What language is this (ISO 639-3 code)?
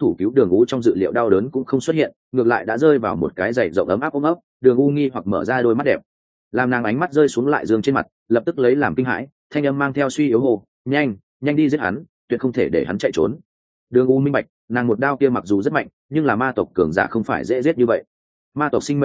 vie